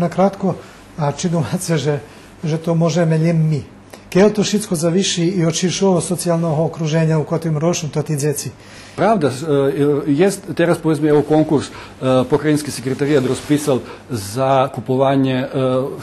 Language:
Rusyn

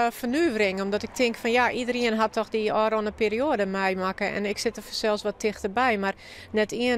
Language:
Western Frisian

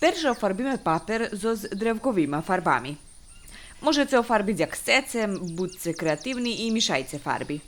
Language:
Rusyn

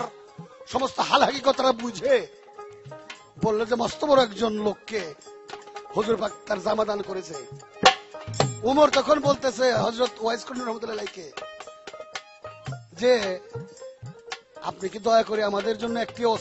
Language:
Bangla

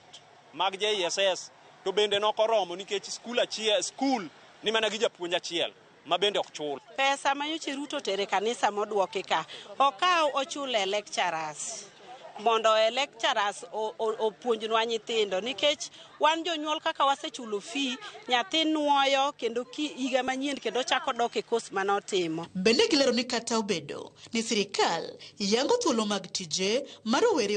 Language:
Luo (Kenya and Tanzania)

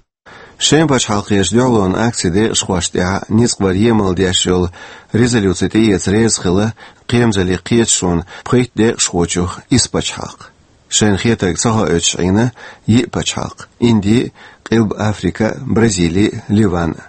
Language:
Chechen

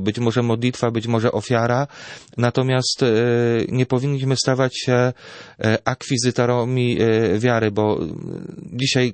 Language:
Polish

